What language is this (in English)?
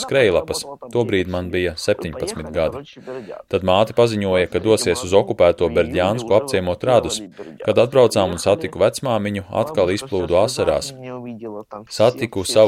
Latvian